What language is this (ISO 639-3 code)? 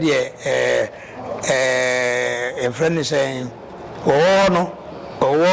aka